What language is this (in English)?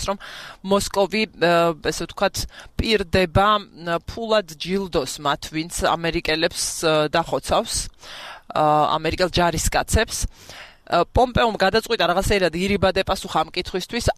Georgian